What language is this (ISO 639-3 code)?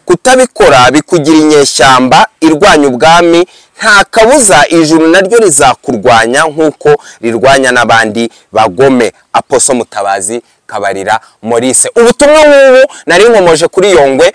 kin